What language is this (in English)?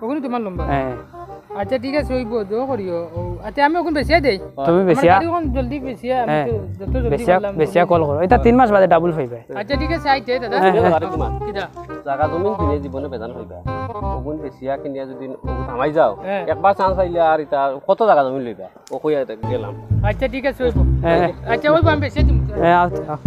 Sylheti